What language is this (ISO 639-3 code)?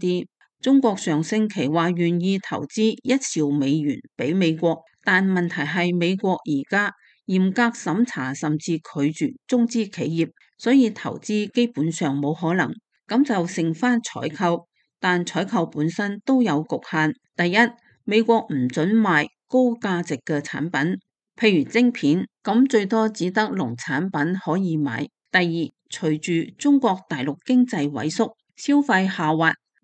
yue